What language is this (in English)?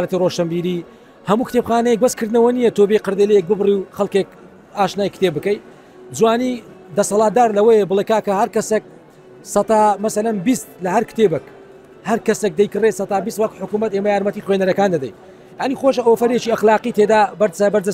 Central Kurdish